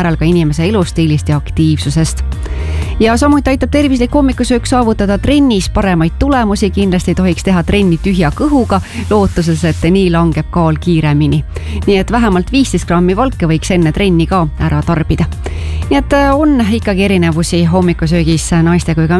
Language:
Estonian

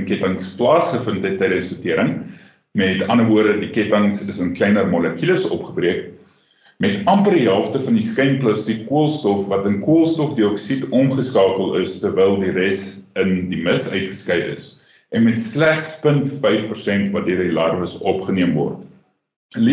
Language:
Afrikaans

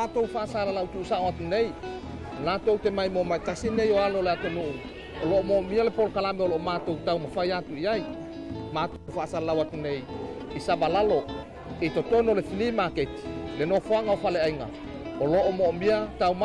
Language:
Samoan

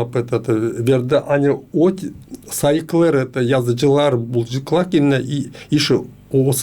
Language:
Gagauz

